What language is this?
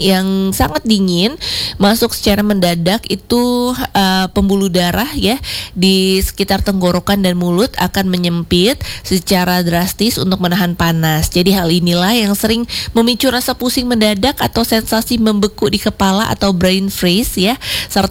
Indonesian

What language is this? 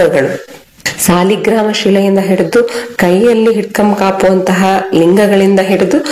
Kannada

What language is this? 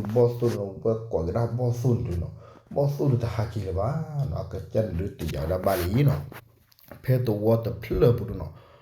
S'gaw Karen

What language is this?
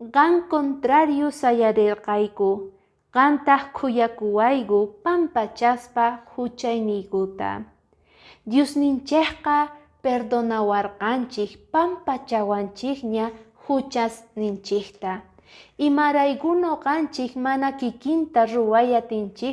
Quechua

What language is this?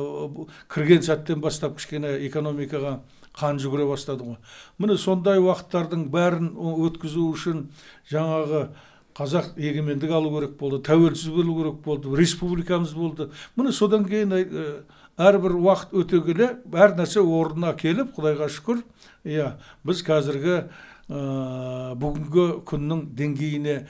Kazakh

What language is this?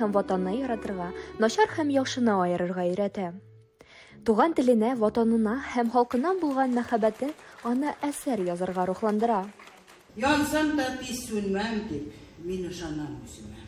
Tatar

